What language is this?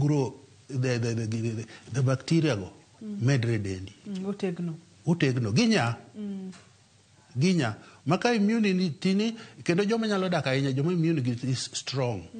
Luo (Kenya and Tanzania)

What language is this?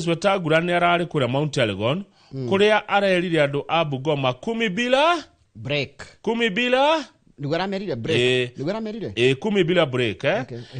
Kikuyu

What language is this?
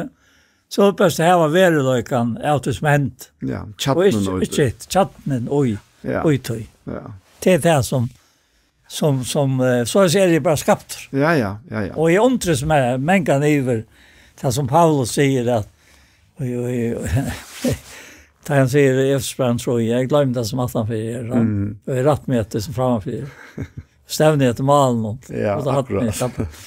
Faroese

